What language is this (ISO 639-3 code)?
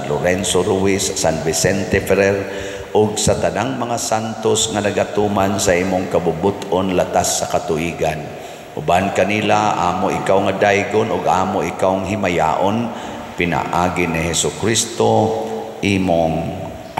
ceb